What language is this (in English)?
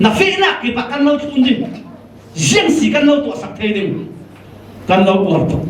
Falam Chin